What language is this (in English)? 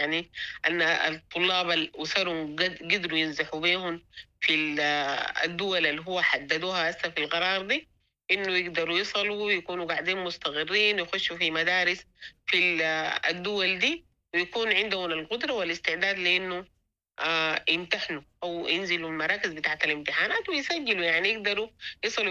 Sudanese Arabic